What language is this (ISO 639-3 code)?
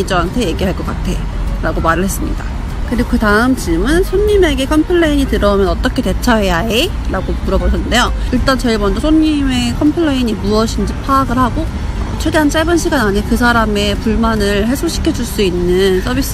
kor